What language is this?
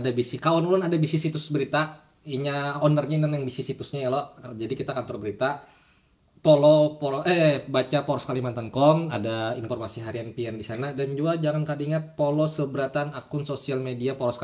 Banjar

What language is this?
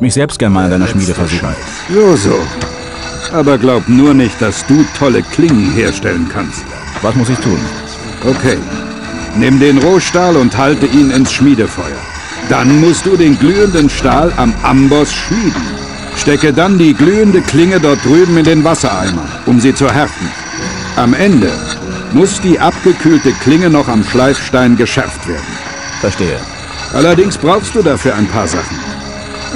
Bavarian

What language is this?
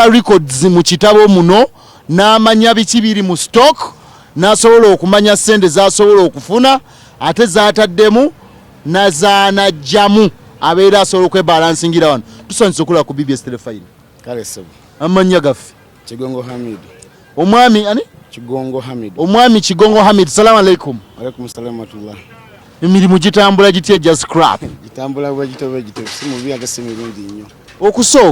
Ganda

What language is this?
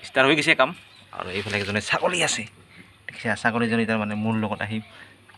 Assamese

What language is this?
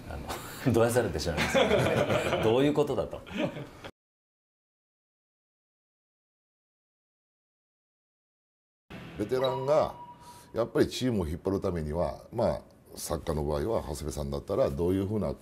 Japanese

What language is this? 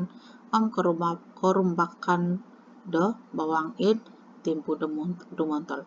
Central Dusun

